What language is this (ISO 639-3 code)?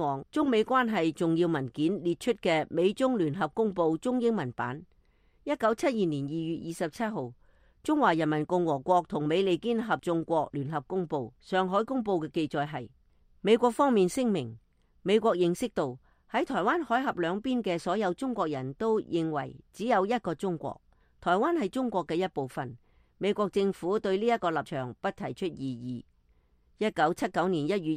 yue